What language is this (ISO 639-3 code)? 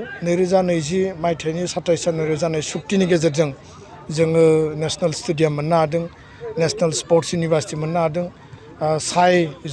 brx